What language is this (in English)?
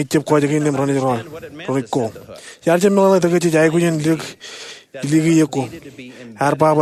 Marshallese